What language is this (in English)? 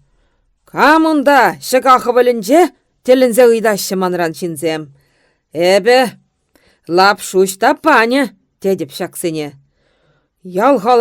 Chuvash